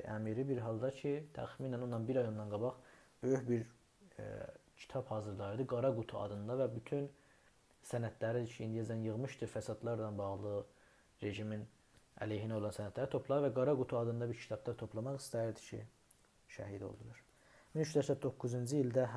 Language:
South Azerbaijani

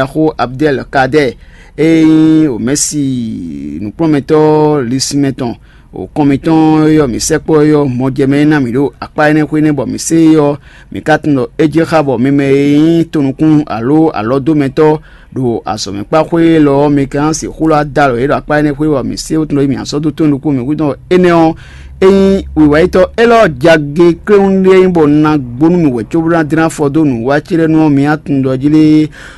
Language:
Fon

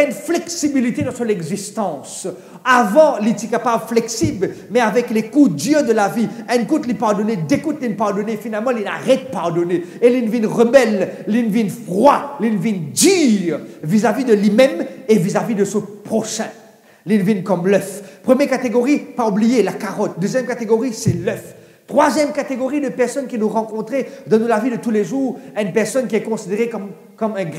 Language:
Morisyen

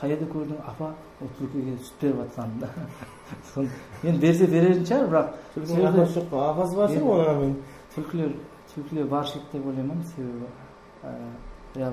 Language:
Kara-Kalpak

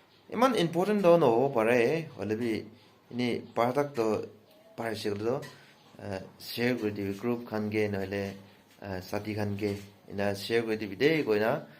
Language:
Naga Pidgin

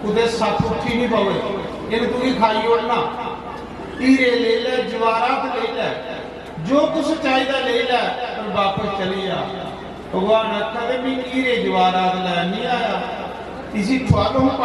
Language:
Dogri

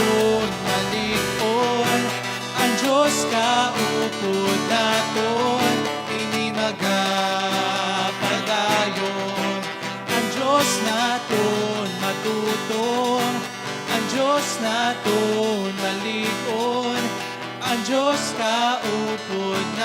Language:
Hiligaynon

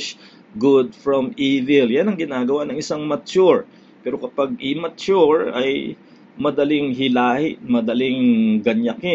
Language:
Filipino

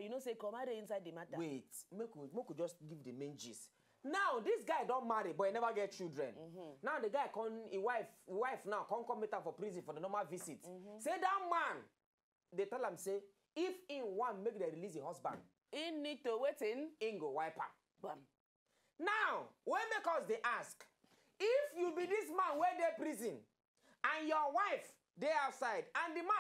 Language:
Nigerian Pidgin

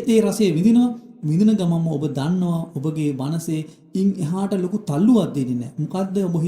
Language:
Sinhala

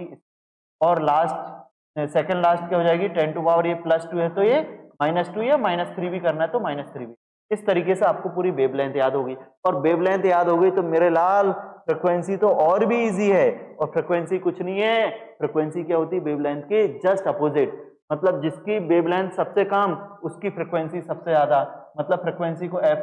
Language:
Hindi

